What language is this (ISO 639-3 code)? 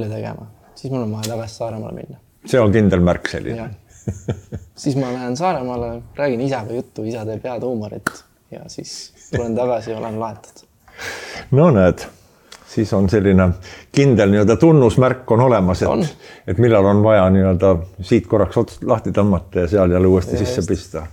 est